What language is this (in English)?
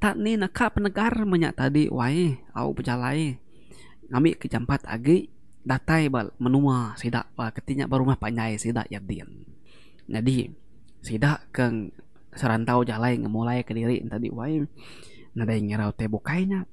Iban